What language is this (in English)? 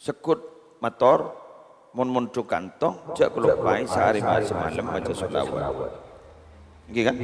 Madurese